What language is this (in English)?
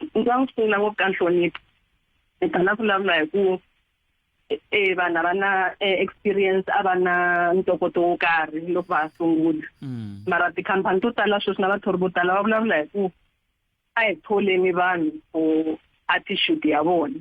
Tsonga